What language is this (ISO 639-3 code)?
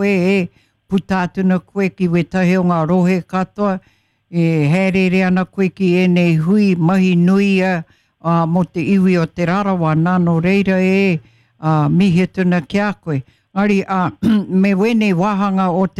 mri